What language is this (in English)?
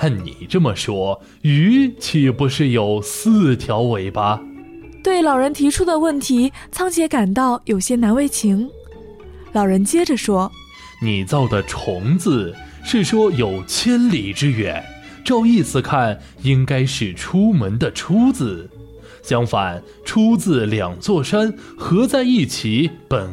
Chinese